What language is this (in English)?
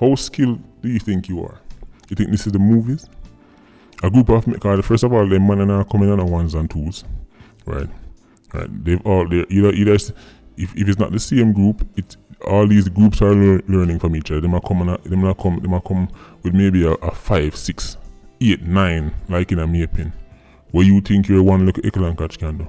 Jamaican Creole English